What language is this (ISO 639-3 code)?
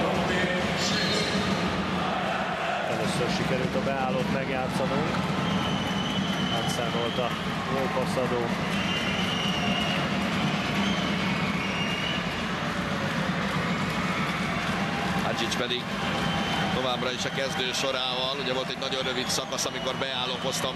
hun